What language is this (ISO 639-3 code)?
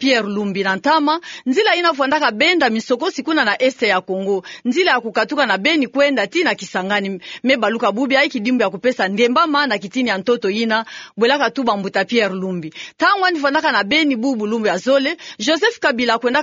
ktu